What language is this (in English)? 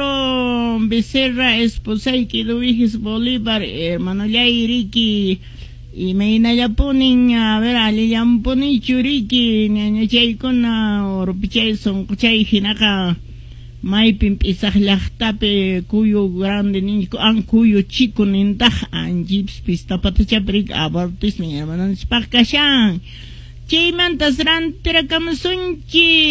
Quechua